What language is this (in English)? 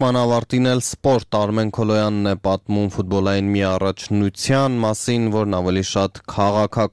Armenian